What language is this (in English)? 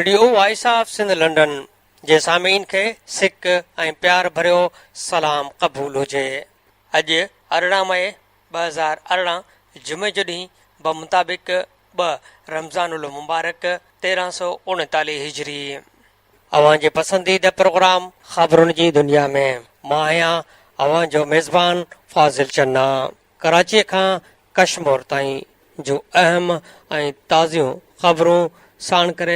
Sindhi